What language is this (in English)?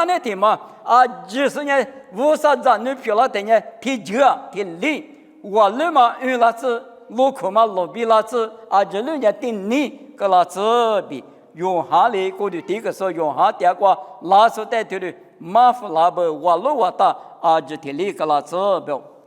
Lisu